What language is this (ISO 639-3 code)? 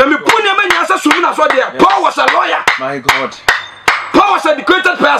aka